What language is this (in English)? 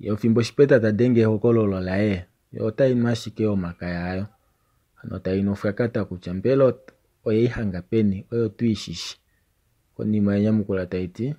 Kuanyama